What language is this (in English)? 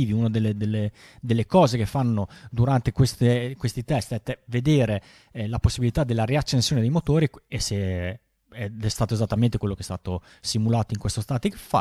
Italian